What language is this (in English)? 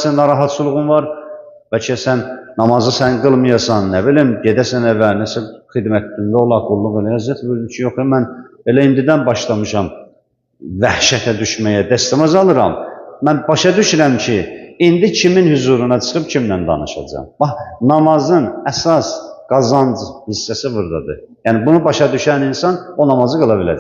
Azerbaijani